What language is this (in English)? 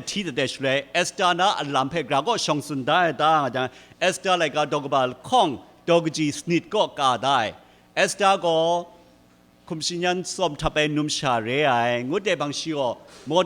Kachin